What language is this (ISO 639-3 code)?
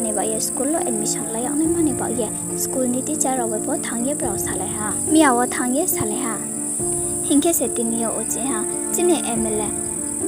ria